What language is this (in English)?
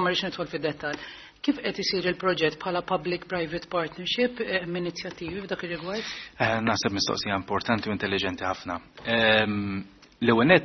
Maltese